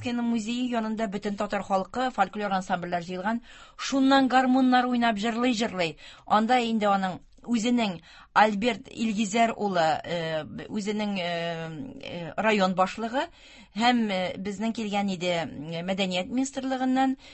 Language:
Tatar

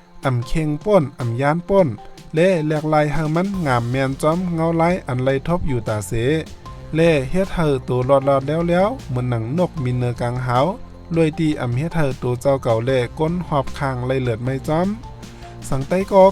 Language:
Shan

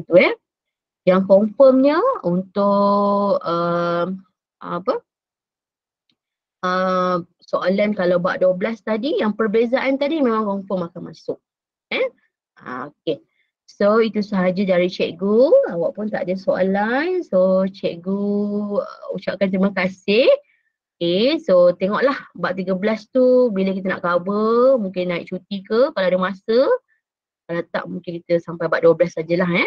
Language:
Malay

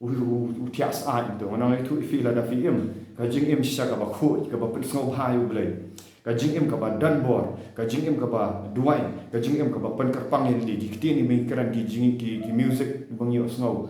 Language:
Khasi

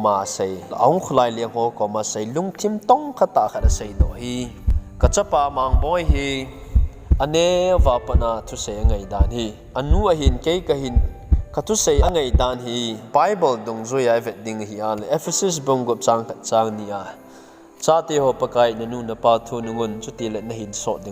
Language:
Thado Chin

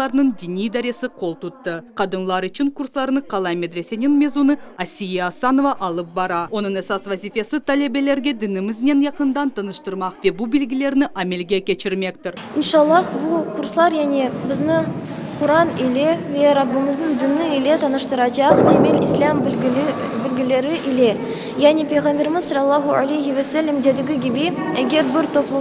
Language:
Crimean Tatar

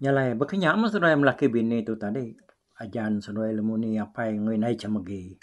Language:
Iban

